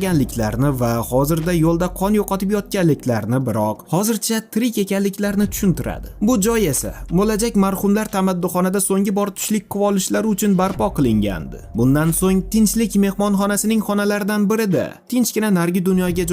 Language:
Uzbek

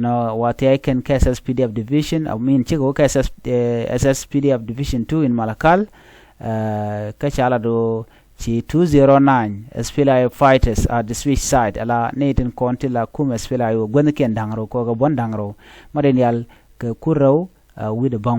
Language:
Nuer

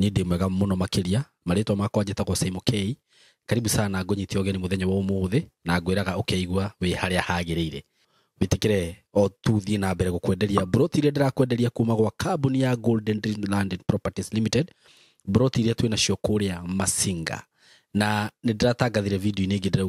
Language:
Kikuyu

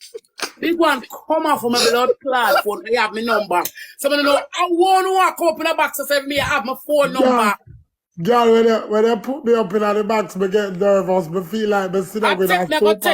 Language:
Jamaican Creole English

